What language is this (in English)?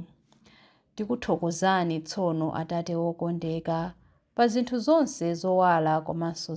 Nyanja